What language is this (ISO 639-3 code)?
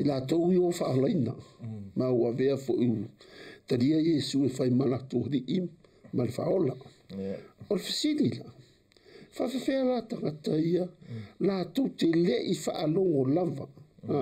smo